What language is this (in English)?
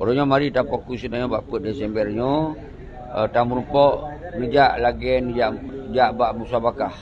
Achinese